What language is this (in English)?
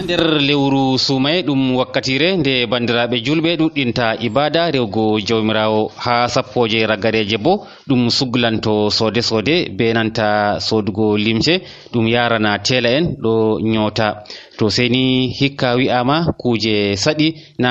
Nigerian Fulfulde